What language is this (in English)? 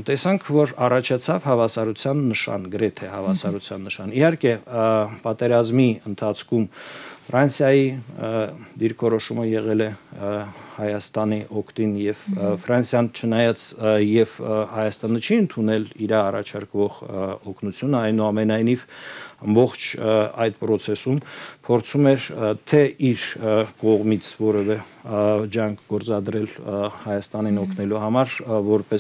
Armenian